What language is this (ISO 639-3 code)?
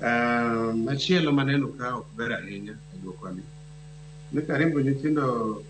luo